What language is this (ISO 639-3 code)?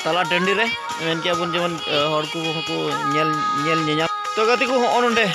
sat